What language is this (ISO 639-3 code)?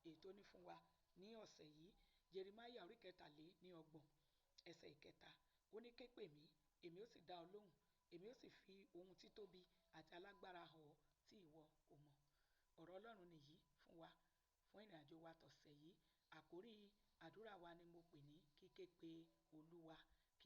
yor